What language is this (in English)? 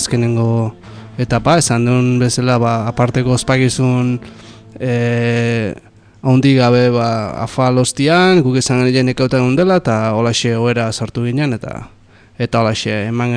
Basque